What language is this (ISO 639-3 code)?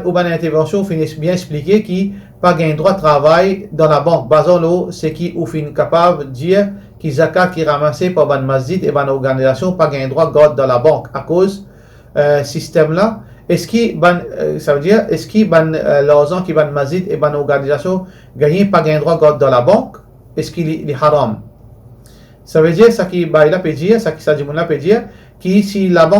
mfe